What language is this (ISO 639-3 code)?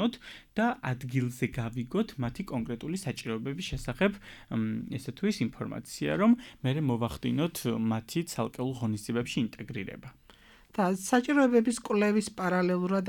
kat